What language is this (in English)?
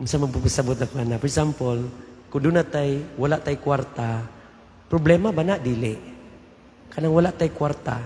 Cebuano